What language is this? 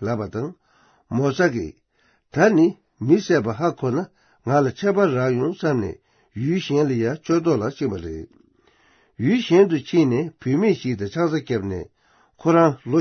Tibetan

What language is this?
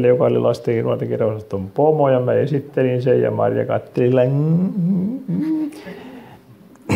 Finnish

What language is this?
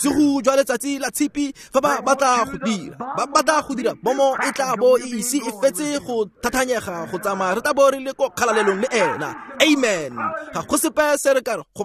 Tswana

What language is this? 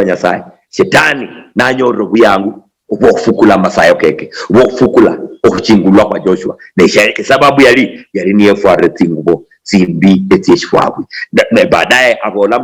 Luyia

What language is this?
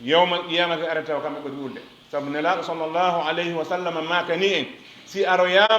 Fula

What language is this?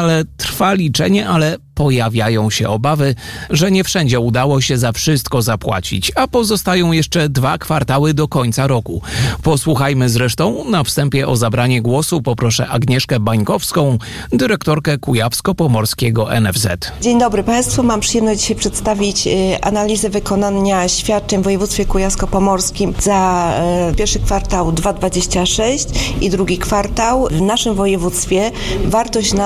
Polish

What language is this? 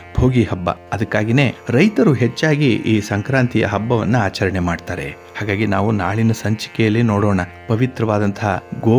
Kannada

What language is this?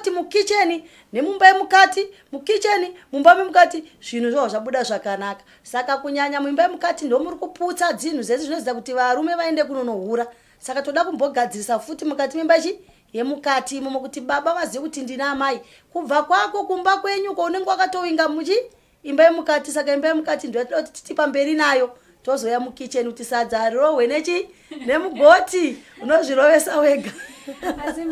Shona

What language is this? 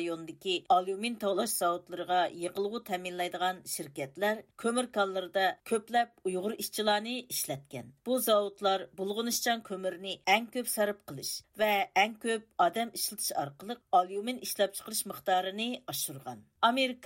Uyghur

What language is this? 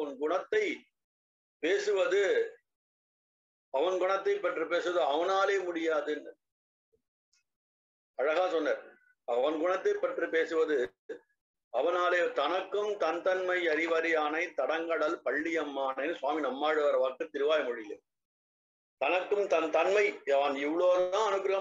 Tamil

